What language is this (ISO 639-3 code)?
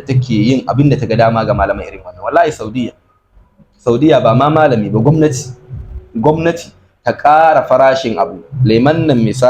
hau